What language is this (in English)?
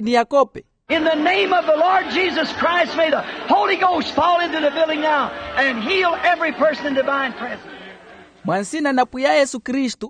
Makhuwa